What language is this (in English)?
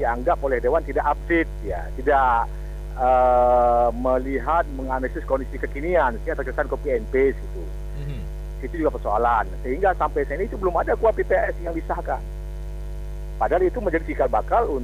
Indonesian